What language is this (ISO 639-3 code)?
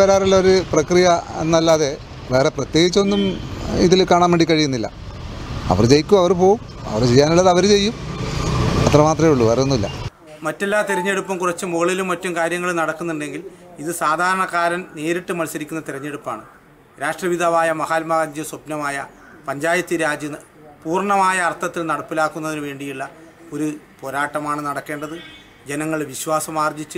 mal